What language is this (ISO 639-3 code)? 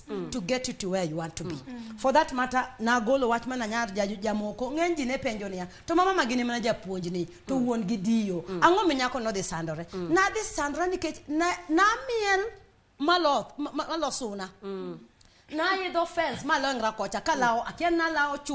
luo